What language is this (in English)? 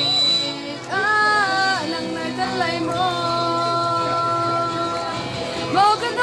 Hakha Chin